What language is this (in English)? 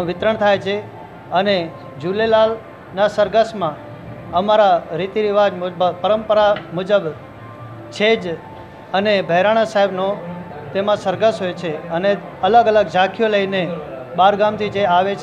Gujarati